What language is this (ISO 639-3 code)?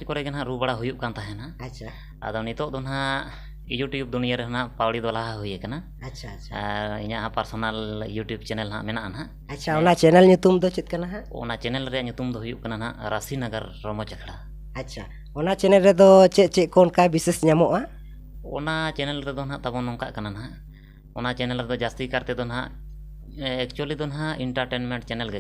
sat